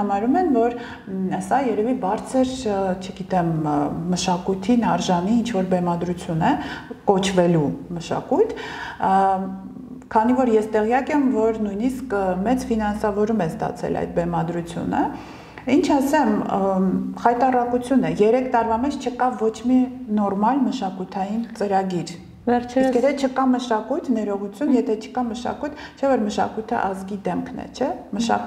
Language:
Armenian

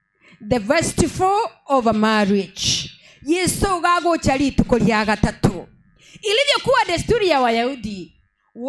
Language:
Gusii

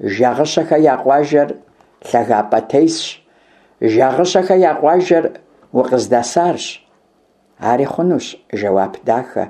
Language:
Kabardian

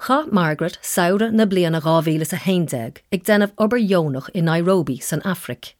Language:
Irish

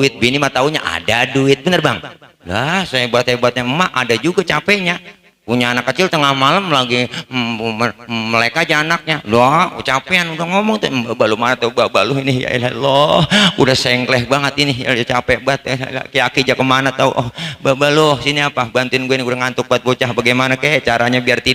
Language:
Betawi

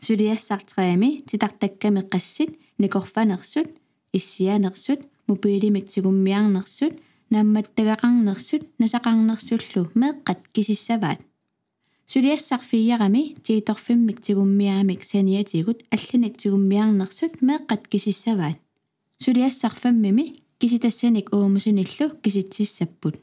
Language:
Kalaallisut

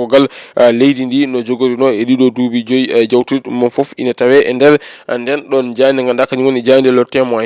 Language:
Fula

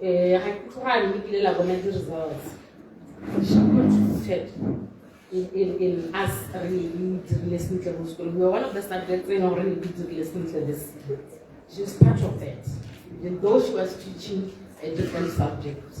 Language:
Tswana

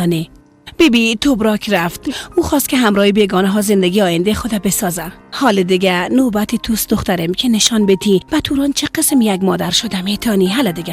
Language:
Persian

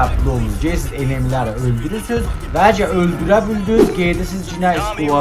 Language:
South Azerbaijani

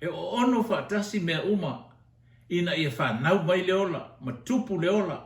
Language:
Samoan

